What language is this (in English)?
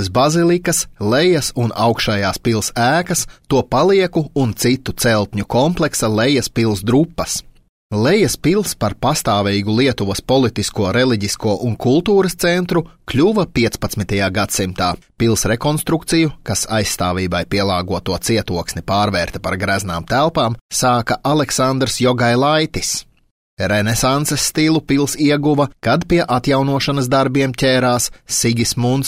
Latvian